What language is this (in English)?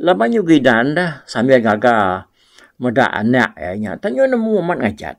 Iban